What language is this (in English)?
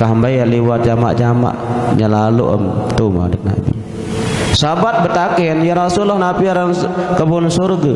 Sasak